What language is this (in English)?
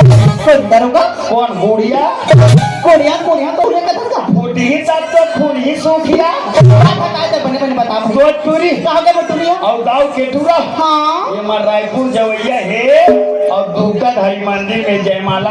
Chhattisgarhi